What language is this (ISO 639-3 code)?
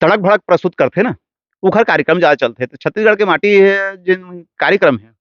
hne